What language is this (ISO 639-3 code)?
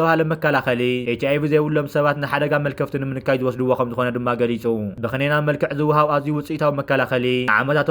tir